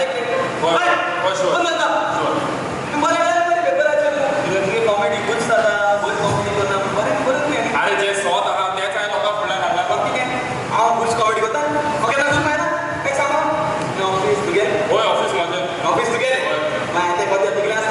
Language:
Konkani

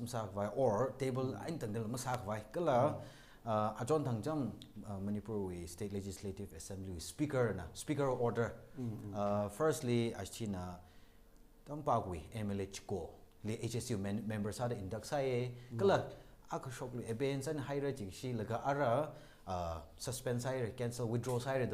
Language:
Tangkhul Naga (India)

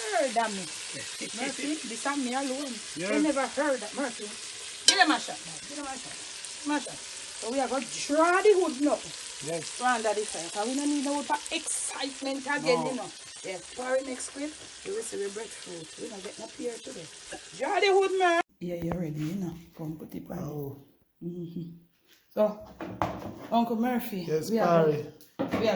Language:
Jamaican Creole English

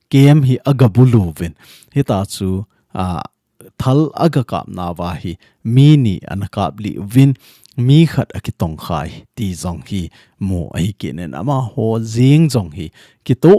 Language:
Thado Chin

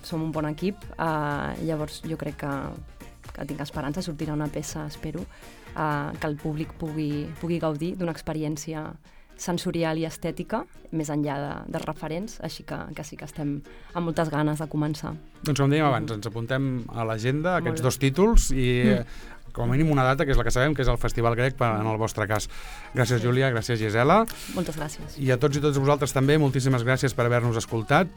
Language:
Catalan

